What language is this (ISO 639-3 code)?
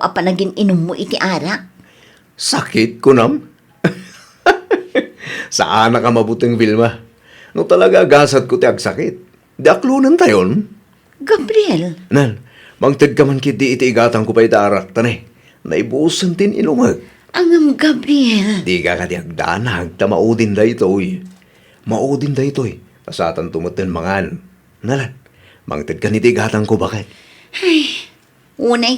ilo